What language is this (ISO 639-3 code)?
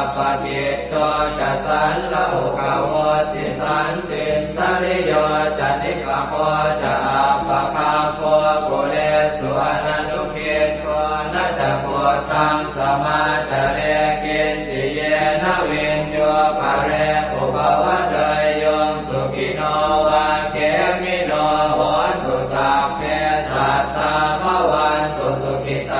pli